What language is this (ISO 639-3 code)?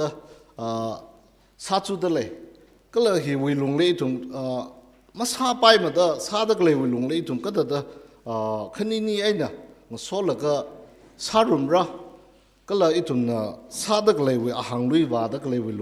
nmf